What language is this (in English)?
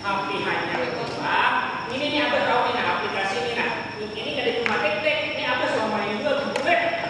Banjar